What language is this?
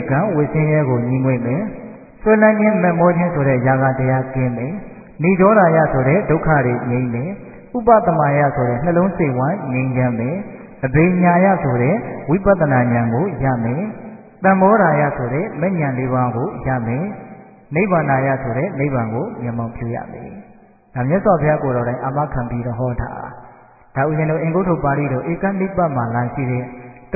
Burmese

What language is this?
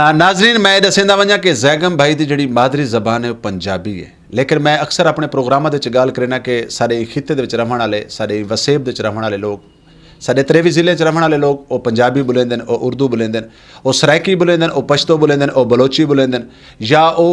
Saraiki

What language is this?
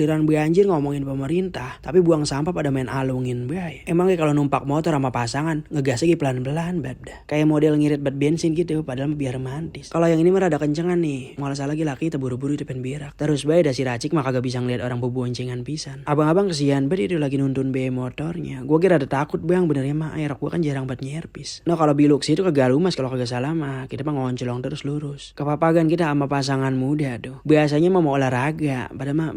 Betawi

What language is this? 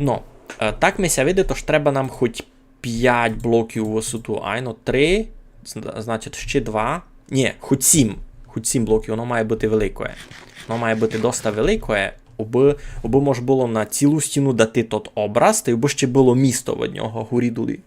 Rusyn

